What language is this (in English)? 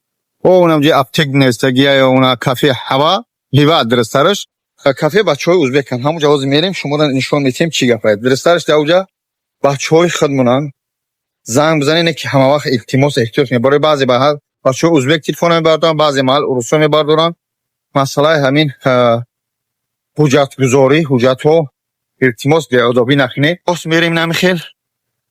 Tajik